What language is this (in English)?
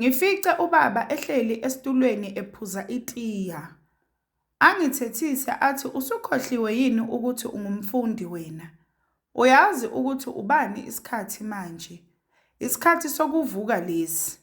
Zulu